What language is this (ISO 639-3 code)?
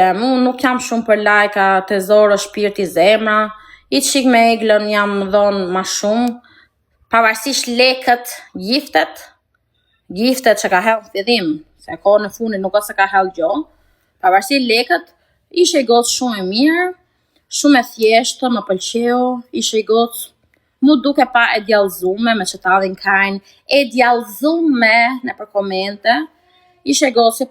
sqi